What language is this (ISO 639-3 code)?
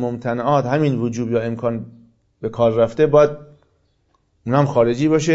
fas